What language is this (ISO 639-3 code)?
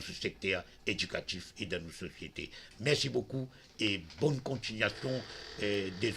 mfe